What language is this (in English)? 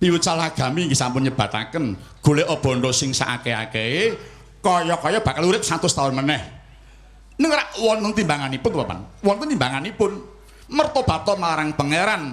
Javanese